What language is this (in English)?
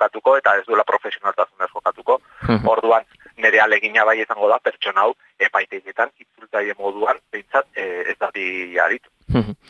Basque